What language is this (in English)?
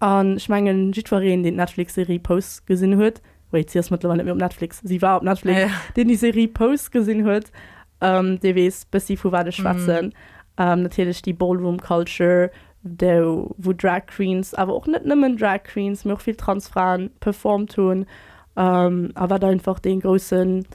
Luxembourgish